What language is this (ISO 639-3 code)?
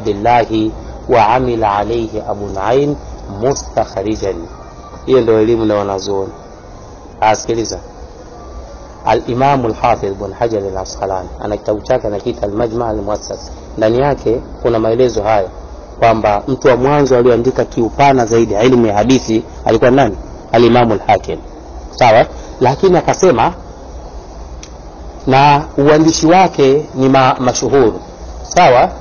swa